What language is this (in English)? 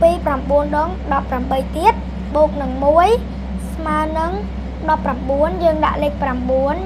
Khmer